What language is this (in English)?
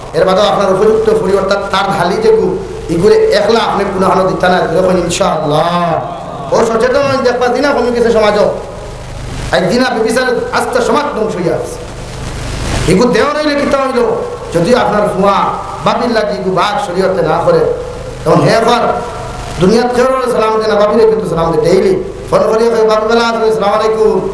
Sylheti